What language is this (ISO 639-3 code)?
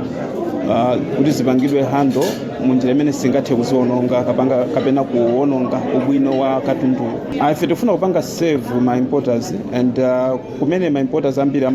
nya